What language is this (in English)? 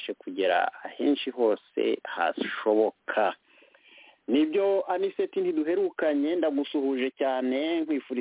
Kinyarwanda